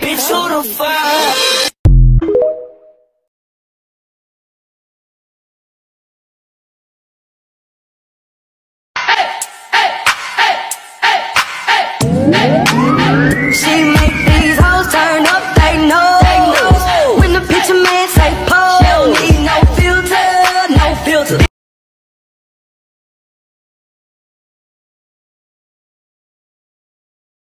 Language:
English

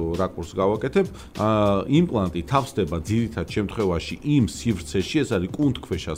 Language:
Georgian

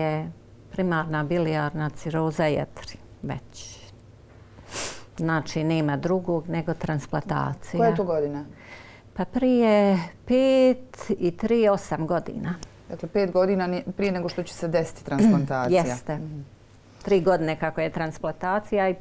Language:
Bosnian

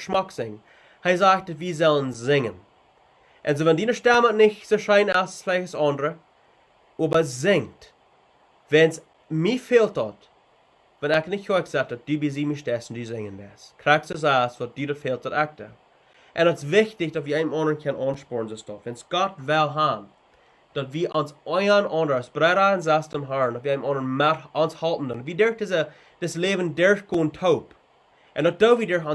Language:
Plautdietsch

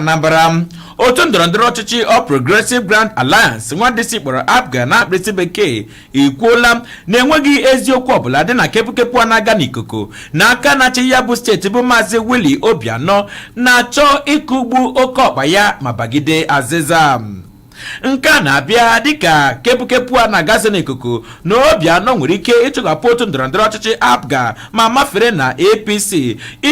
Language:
Igbo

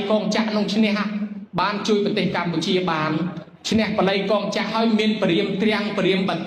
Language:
Khmer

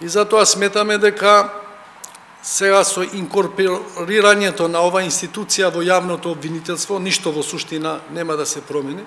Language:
Macedonian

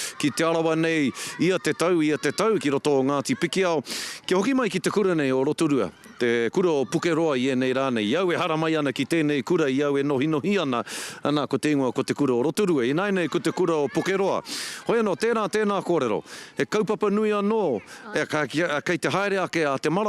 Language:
Māori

